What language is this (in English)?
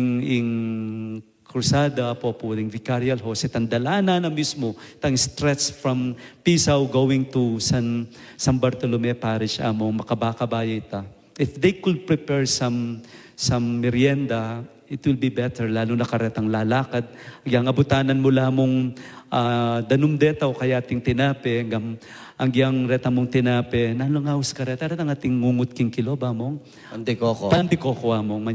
Pampanga